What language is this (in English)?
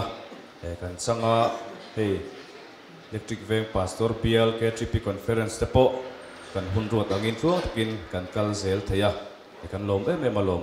Mizo